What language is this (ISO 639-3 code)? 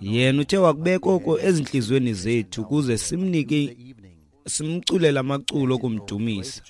xho